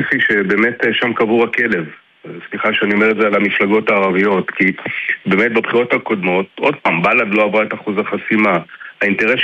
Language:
Hebrew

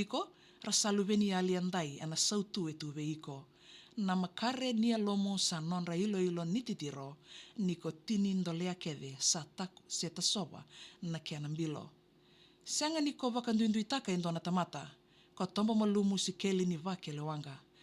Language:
Fijian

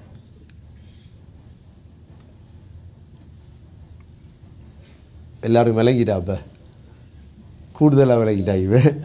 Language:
Tamil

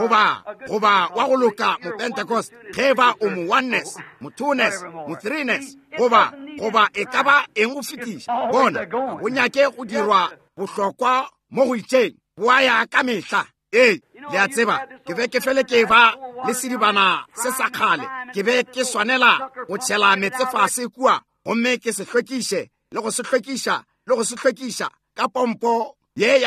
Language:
Northern Sotho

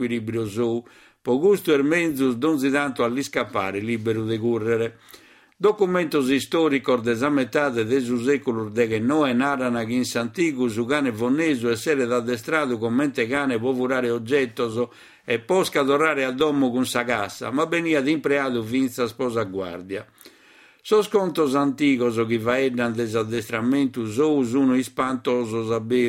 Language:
Sardinian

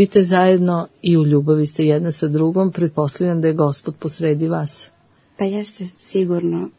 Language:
Serbian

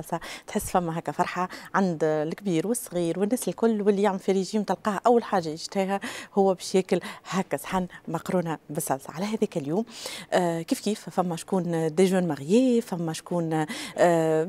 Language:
Tunisian Arabic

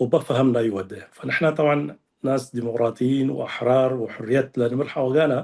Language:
Tigre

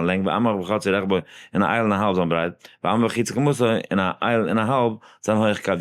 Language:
Yiddish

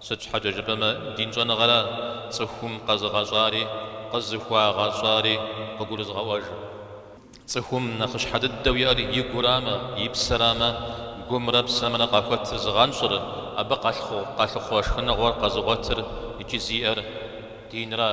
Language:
Kabardian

